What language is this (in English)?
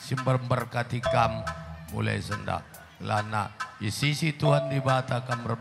Batak Karo